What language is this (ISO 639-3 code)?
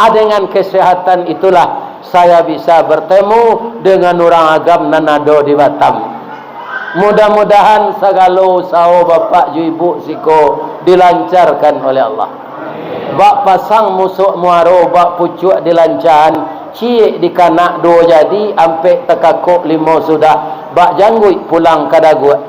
min